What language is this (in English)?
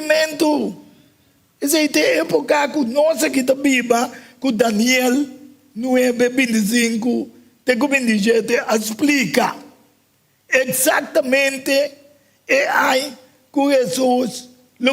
Papiamento